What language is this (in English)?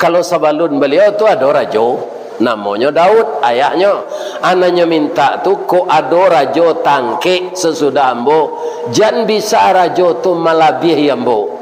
Minangkabau